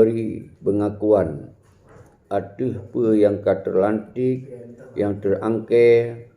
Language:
Achinese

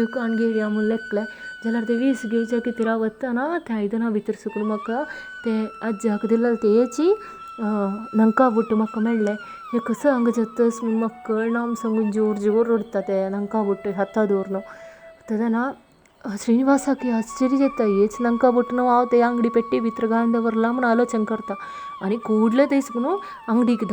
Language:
Konkani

